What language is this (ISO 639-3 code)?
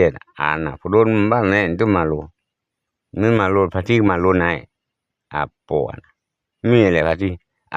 ksw